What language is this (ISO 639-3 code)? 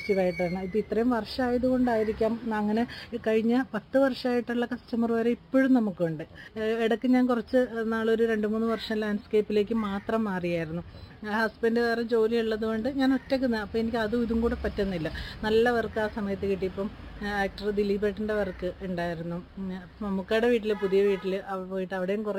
mal